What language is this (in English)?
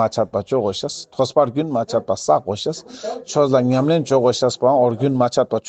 Ladakhi